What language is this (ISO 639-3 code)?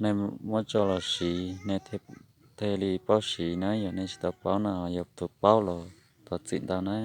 hmn